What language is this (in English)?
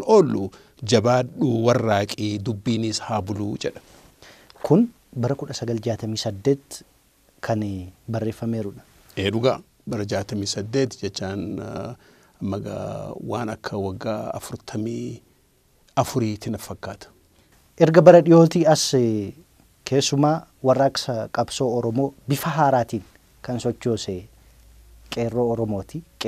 Oromo